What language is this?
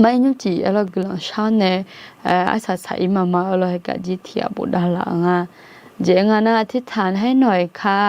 Akha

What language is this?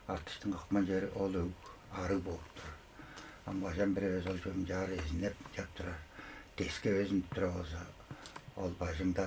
Tuvinian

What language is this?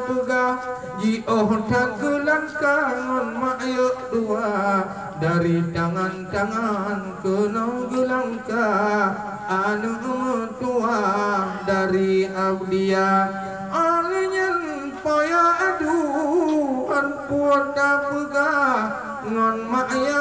Achinese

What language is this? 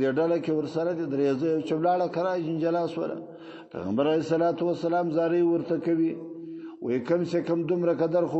Pashto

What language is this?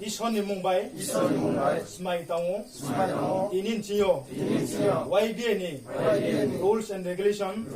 Riang (India)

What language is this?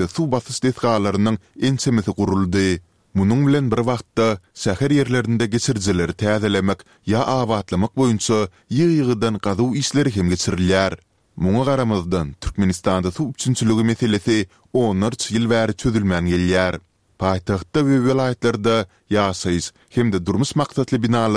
Turkmen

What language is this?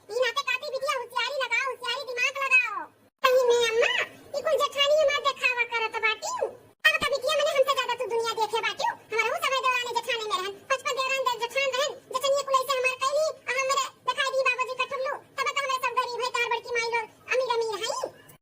Awadhi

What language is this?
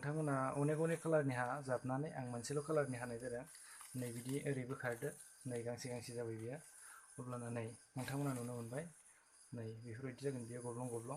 Bodo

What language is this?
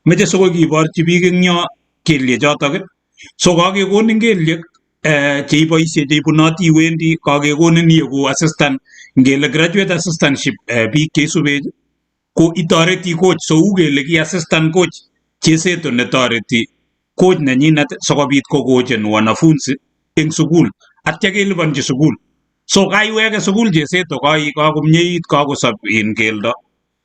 Kalenjin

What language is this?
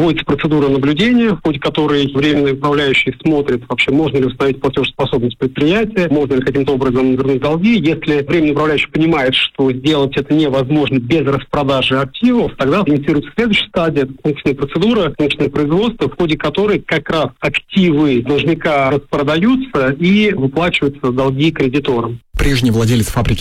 Russian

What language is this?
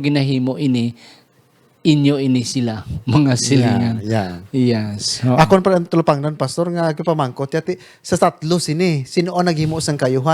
Hiligaynon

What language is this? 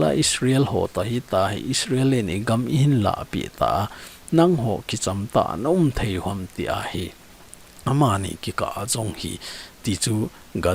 Thado Chin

